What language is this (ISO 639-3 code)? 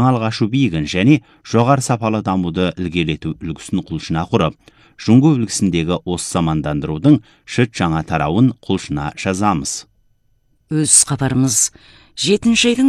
kaz